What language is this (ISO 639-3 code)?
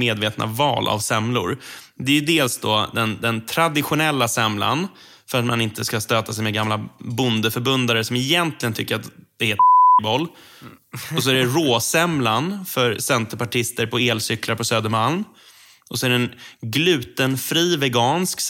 swe